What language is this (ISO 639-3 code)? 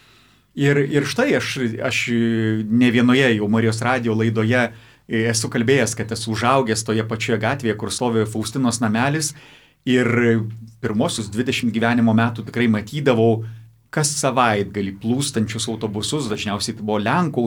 lit